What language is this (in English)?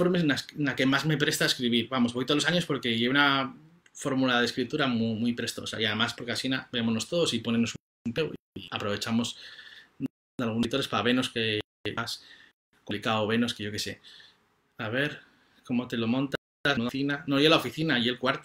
Asturian